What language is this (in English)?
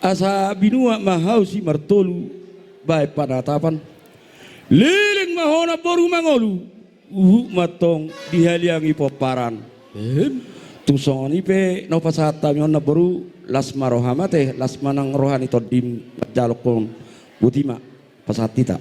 Batak Toba